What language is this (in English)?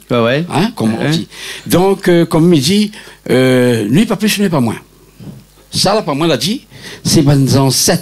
Réunion Creole French